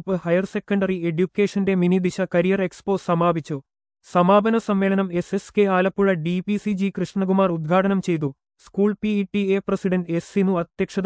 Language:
Malayalam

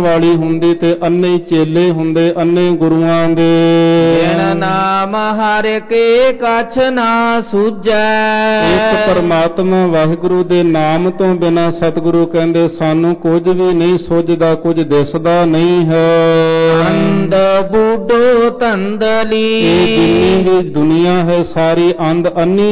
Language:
Punjabi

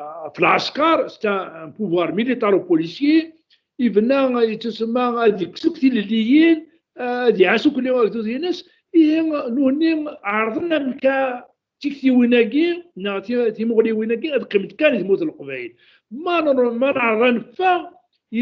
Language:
Kabyle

